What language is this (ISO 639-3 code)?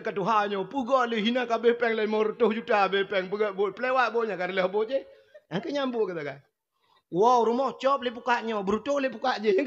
ace